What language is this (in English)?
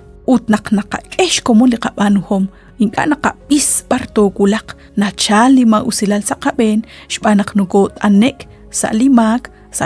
Kekchí